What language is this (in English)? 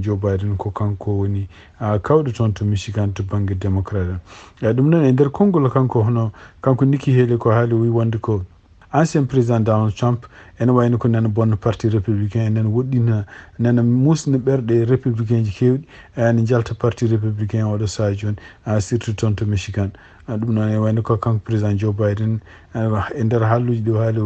Fula